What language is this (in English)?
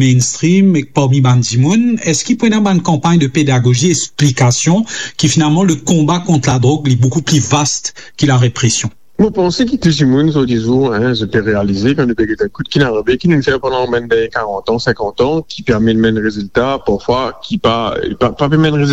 Morisyen